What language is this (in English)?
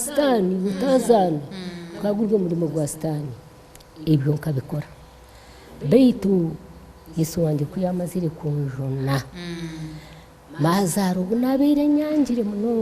Nyankole